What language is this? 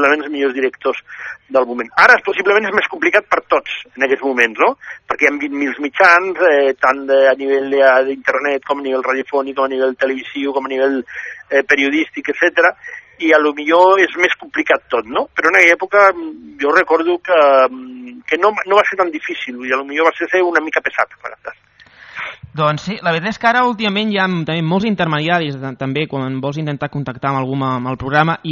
Catalan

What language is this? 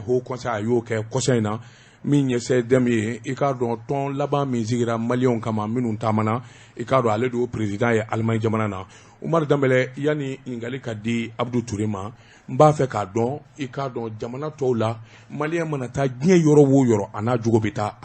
Bambara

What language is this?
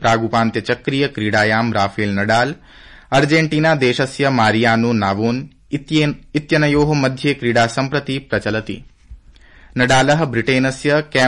Sanskrit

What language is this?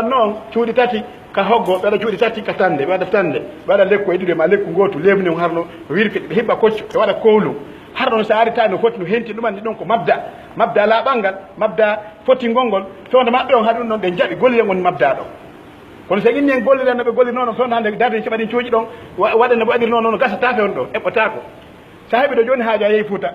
Pular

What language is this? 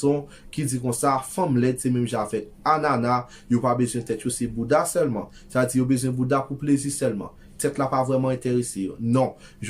Haitian Creole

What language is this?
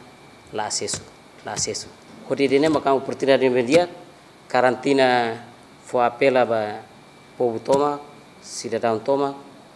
Tetum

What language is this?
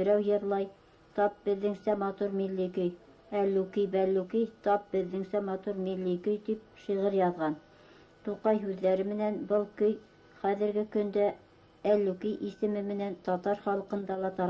Bashkir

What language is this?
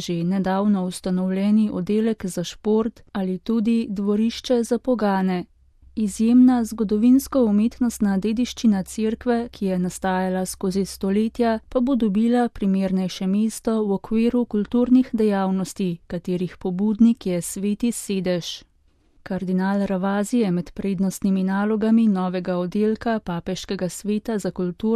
Slovenian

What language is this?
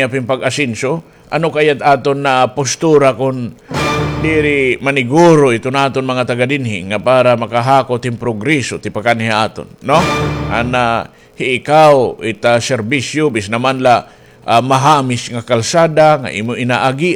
Waray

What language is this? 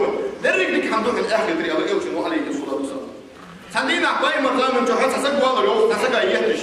Ingush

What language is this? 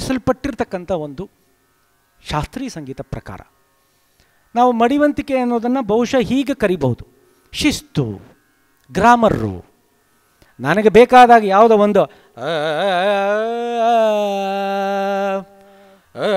Kannada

